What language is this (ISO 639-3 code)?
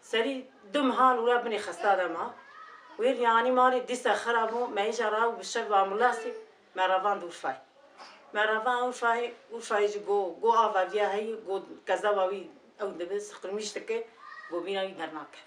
kur